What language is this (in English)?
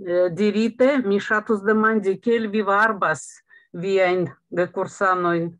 Esperanto